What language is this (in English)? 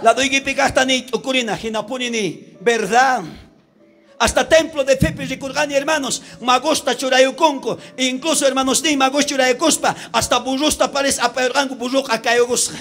South Bolivian Quechua